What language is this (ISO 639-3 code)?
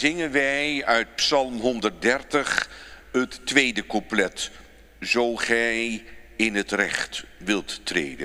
nld